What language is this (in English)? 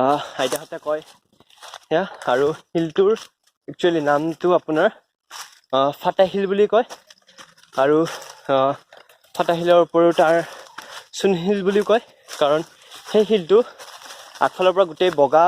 Assamese